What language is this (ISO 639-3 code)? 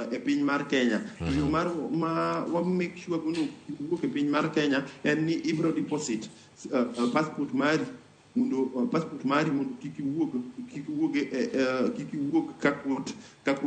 luo